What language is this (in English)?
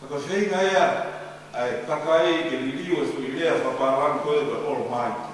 Tongan